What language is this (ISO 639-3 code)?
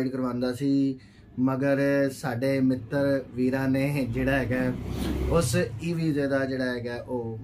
pan